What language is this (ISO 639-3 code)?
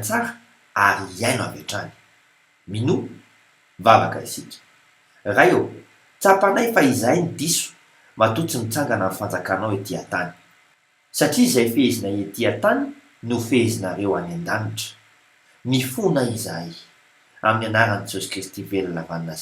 mlg